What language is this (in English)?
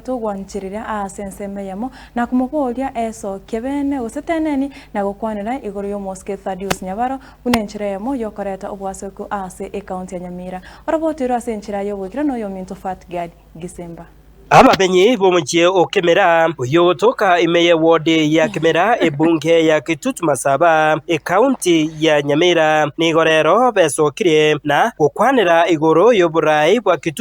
Gusii